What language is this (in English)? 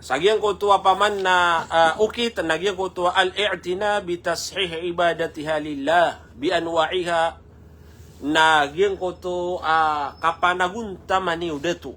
Maranao